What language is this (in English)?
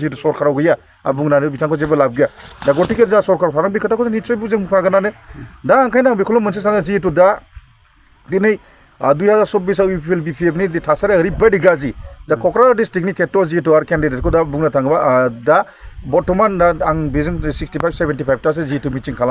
Bodo